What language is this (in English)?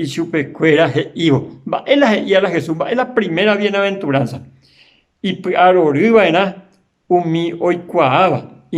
Guarani